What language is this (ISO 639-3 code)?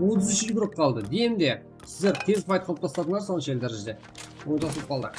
kaa